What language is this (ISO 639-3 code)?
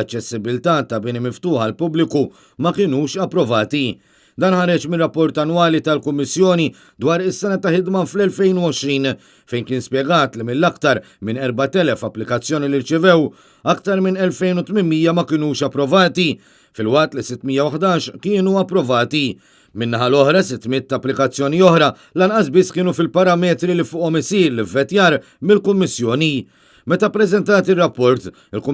mlt